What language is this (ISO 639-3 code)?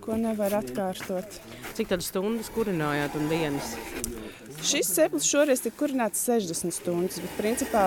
lav